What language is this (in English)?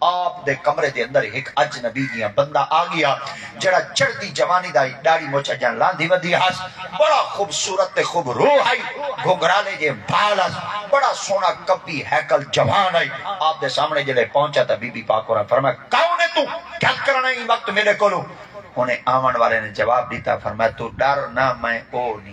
Saraiki